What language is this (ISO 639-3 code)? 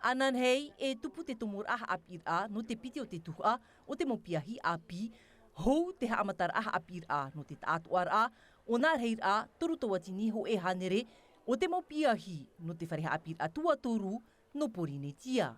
tah